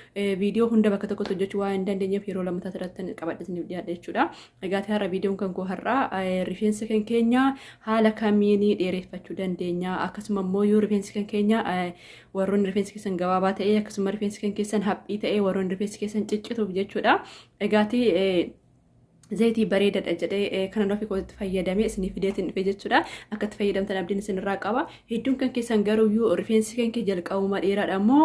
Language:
Oromo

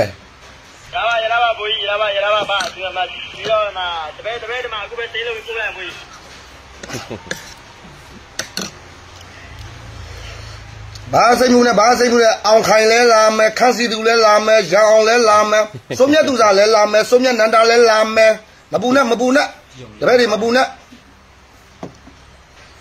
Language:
Burmese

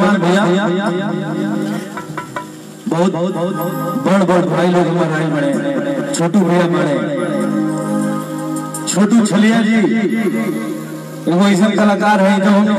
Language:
Bhojpuri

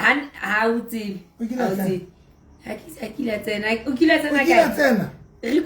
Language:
Southern Sotho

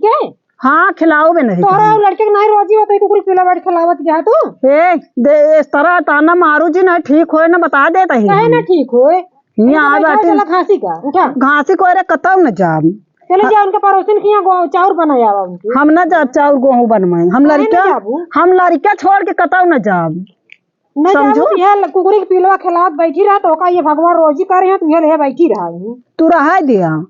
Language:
Awadhi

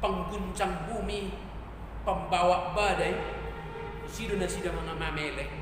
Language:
Batak Toba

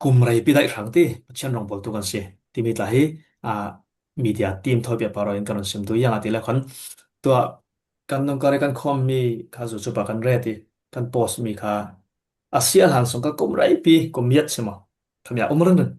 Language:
Falam Chin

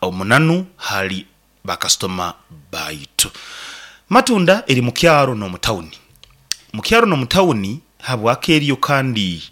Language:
Nyankole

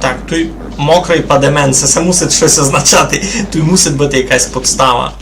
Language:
Rusyn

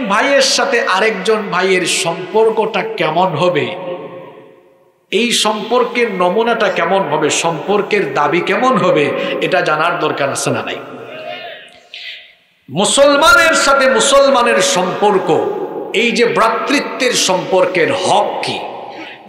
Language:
Bangla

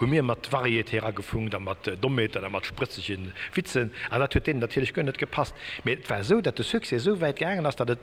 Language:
Luxembourgish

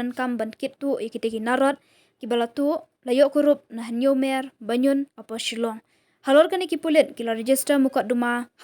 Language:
Khasi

